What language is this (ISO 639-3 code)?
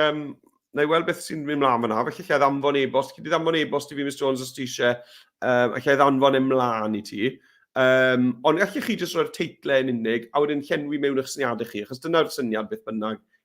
cym